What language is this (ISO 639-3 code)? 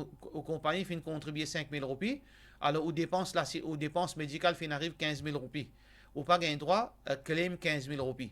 mfe